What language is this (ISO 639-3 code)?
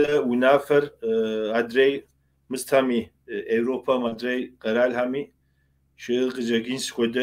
kbd